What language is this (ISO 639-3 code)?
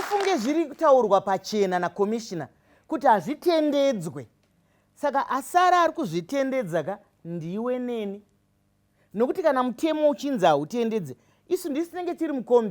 sna